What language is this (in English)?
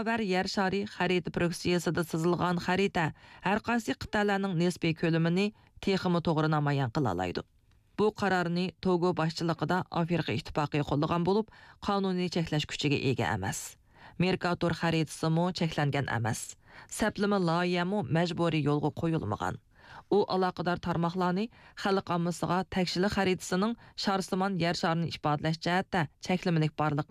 Uyghur